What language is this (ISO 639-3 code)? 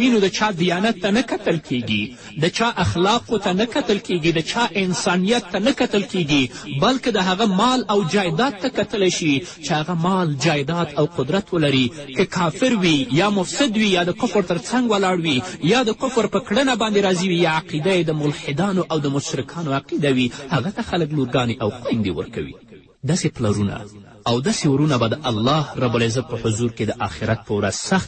pus